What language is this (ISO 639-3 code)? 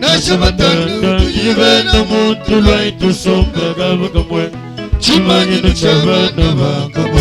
lua